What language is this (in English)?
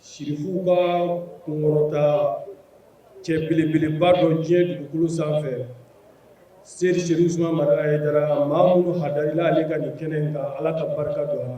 Bambara